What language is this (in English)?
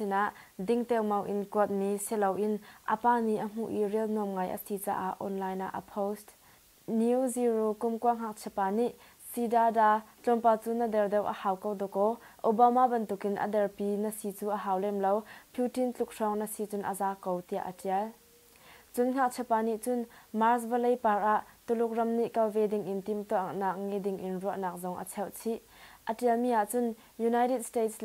Hakha Chin